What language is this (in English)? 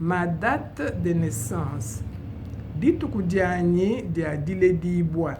Luba-Lulua